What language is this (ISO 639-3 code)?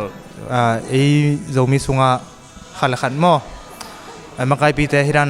ctd